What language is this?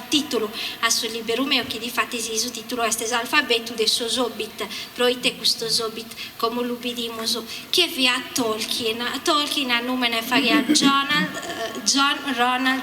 Sardinian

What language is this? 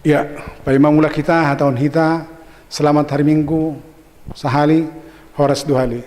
Batak Simalungun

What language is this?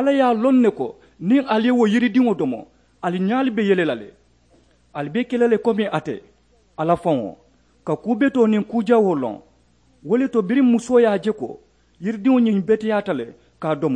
Mandingo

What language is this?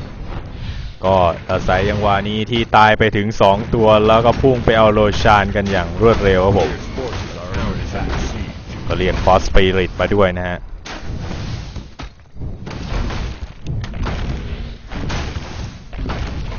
Thai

